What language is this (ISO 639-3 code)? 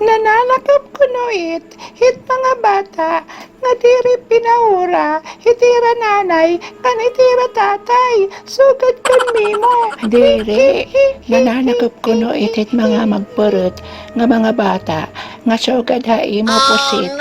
war